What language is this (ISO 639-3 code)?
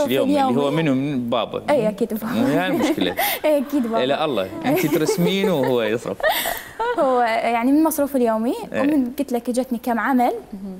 acm